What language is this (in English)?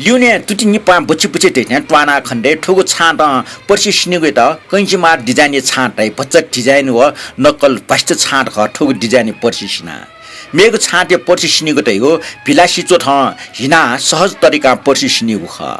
Newari